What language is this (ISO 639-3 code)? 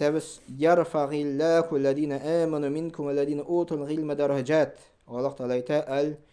tat